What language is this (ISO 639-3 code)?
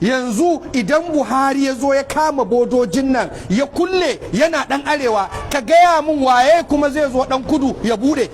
hau